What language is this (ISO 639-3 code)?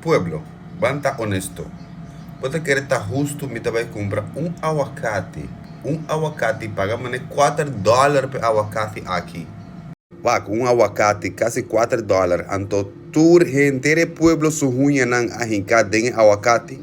pap